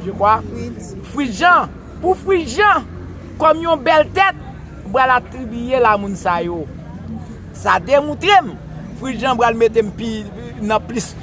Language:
Haitian Creole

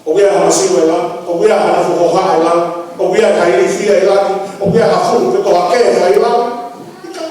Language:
Tongan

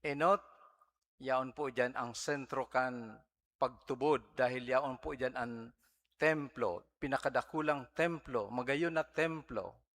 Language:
Bikol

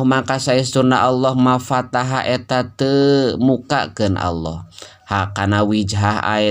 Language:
Sundanese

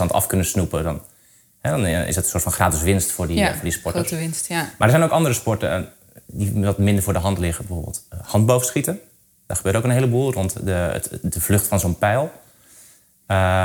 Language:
Dutch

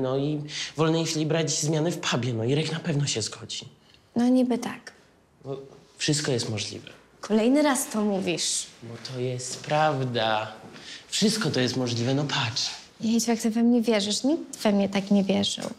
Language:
Polish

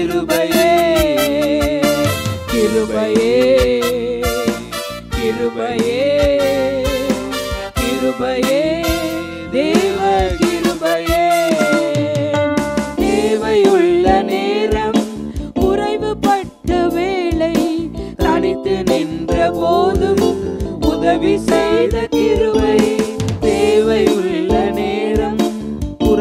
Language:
Tamil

